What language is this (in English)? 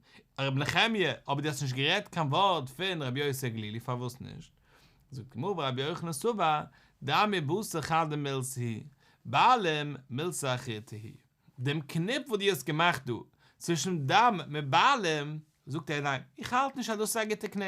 Yiddish